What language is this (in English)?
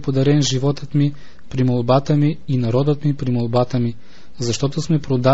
Bulgarian